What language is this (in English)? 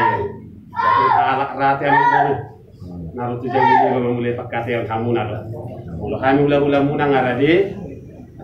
Batak Toba